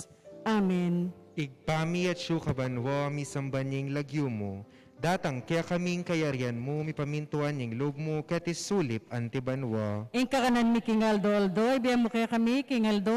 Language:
Pampanga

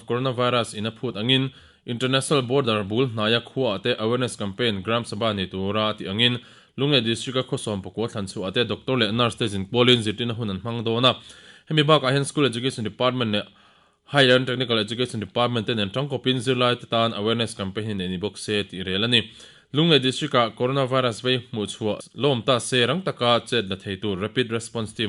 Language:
Mizo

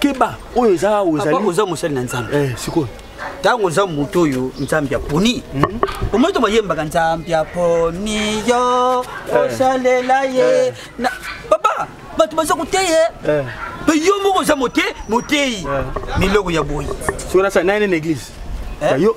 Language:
Lingala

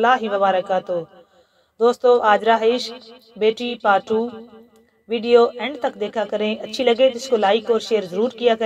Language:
Urdu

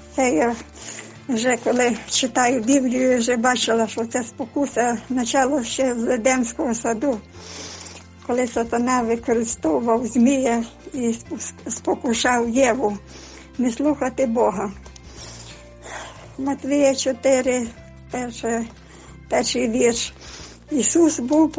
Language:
Ukrainian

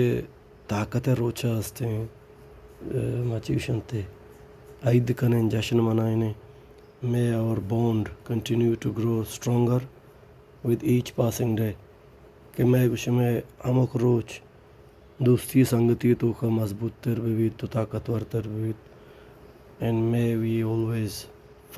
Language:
Baluchi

